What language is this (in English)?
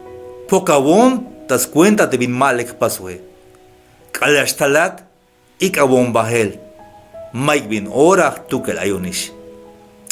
Tzeltal